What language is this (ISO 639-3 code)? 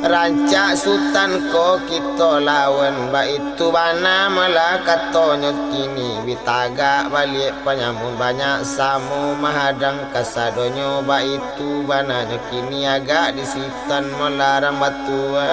min